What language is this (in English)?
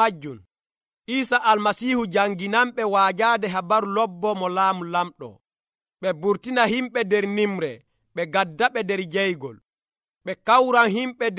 Nigerian Fulfulde